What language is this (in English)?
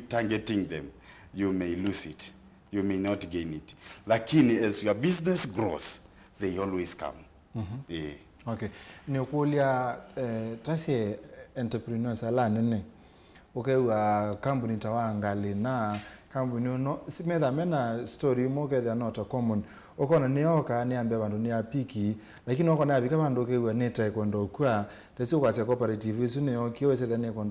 Kamba